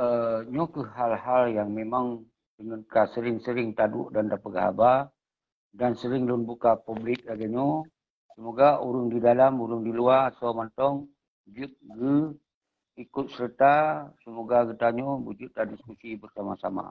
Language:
Achinese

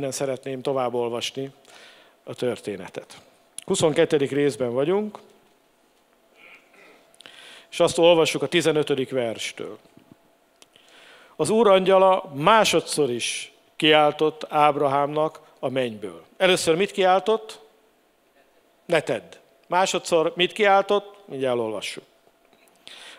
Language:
Hungarian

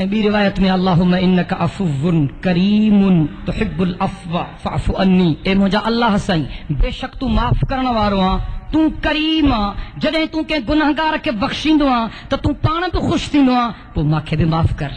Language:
Sindhi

